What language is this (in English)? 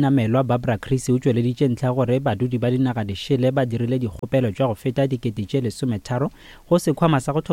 Northern Sotho